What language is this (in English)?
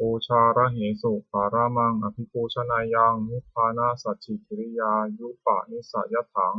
Pali